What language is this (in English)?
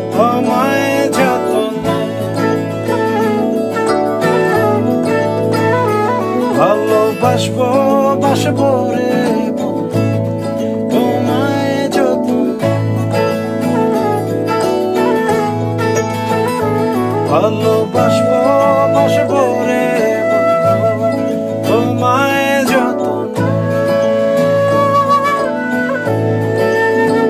Bangla